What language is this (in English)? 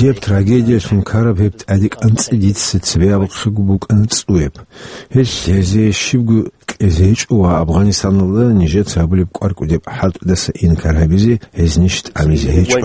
Avaric